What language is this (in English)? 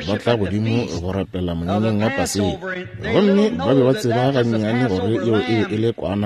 Northern Sotho